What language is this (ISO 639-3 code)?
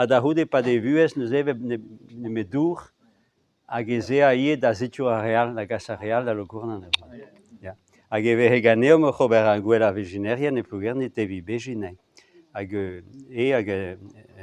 bre